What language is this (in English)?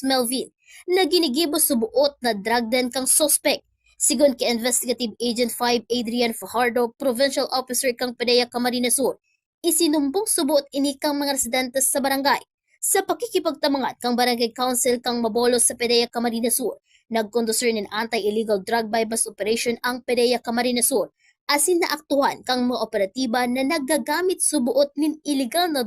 Bikol